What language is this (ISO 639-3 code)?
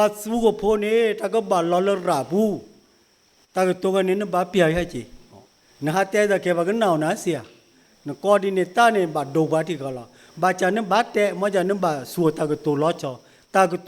ksw